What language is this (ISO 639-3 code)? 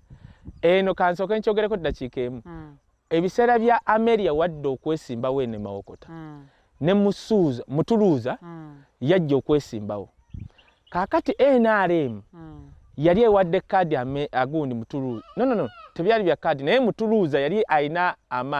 lug